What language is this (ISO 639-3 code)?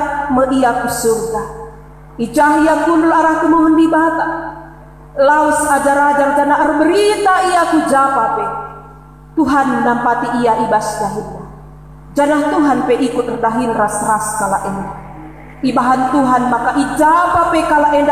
btx